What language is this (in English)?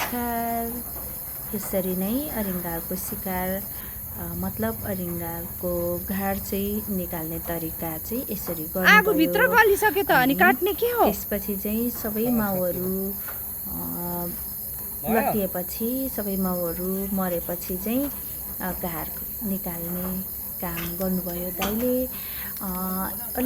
Nepali